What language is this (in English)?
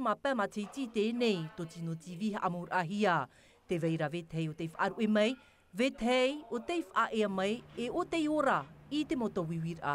Tahitian